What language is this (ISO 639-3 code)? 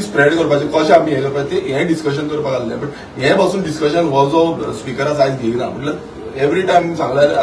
kok